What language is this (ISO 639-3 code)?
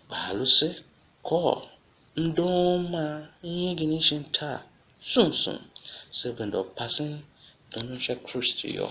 tiv